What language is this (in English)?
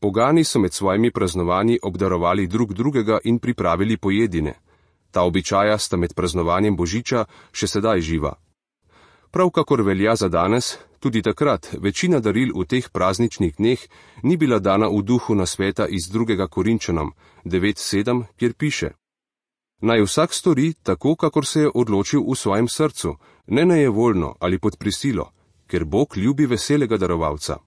Slovenian